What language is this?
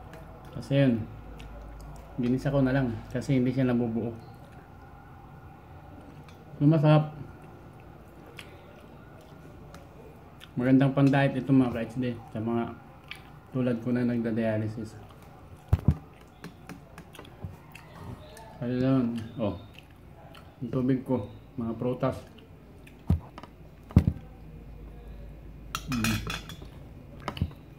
Filipino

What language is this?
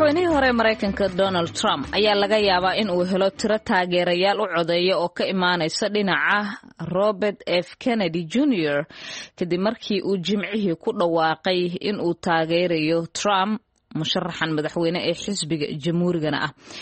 Somali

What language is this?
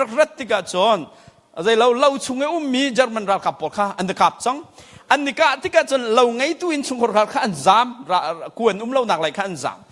Hakha Chin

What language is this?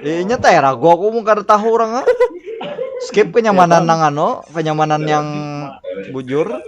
Banjar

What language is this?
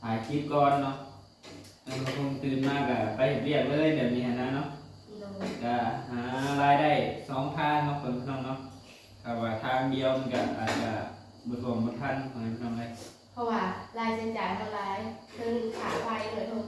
Northeastern Thai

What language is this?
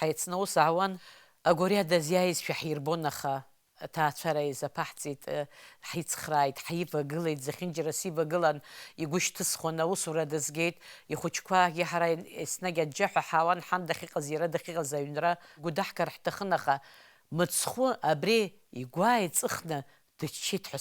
Abkhazian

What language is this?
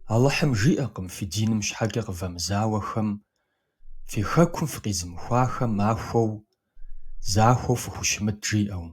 Kabardian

